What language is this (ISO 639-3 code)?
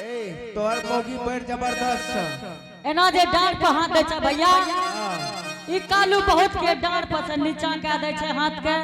anp